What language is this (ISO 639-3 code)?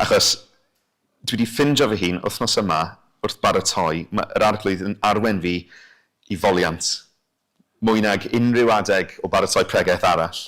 cym